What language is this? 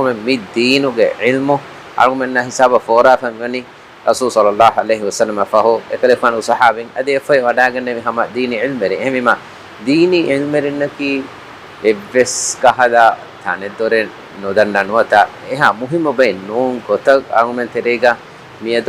Divehi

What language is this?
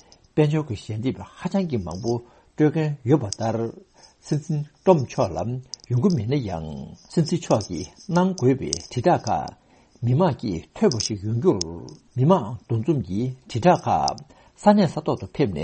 Tibetan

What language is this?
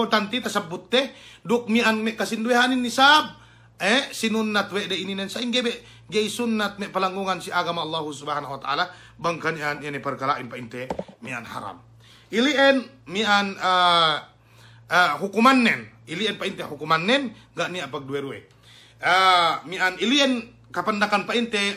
Yakan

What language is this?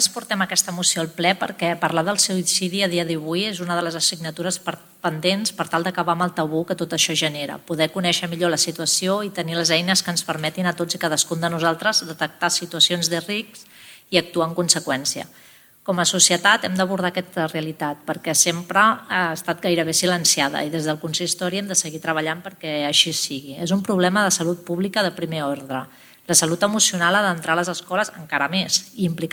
Catalan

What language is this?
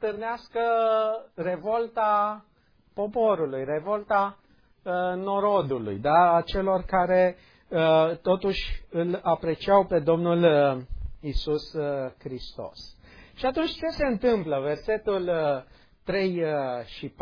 Romanian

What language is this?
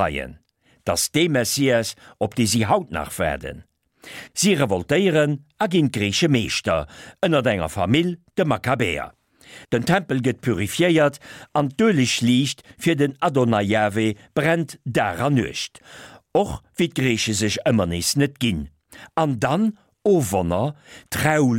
Luxembourgish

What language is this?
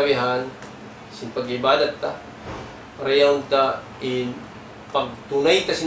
Tausug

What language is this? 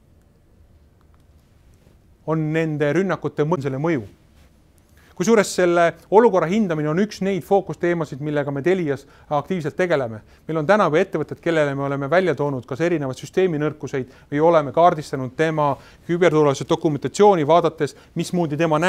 Estonian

